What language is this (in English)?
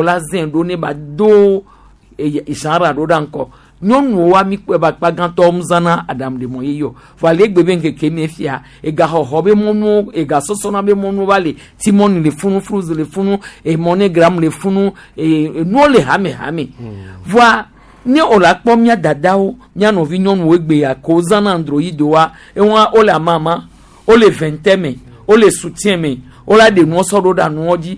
Gen